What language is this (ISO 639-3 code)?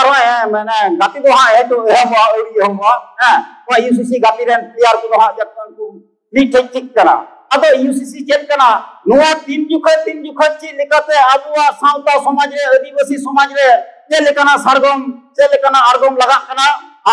sat